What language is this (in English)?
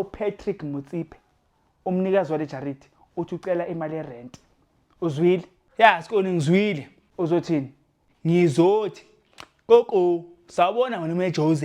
Zulu